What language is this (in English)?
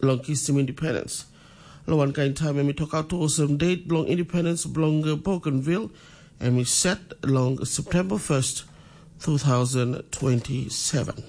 Tok Pisin